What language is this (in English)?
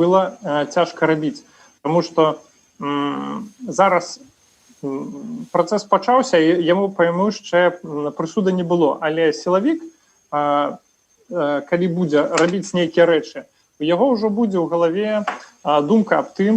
Belarusian